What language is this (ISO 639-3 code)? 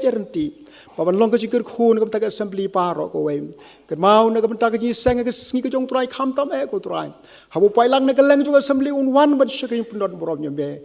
kha